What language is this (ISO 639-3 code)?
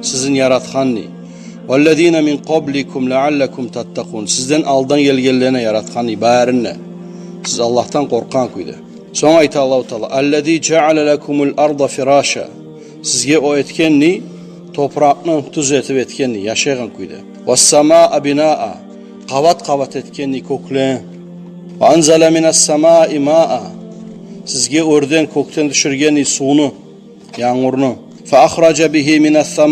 kum